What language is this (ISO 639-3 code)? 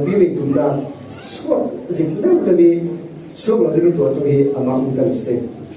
cfm